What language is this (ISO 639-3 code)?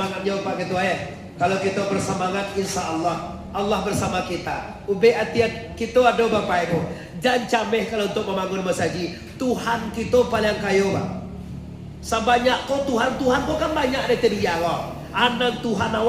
min